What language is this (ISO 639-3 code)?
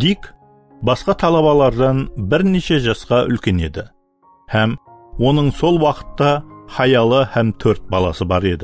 kaa